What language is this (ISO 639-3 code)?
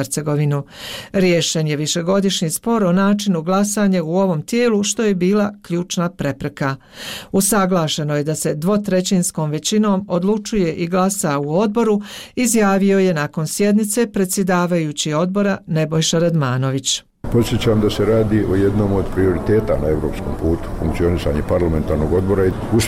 bos